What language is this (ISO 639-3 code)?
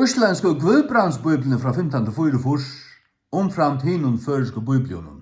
fao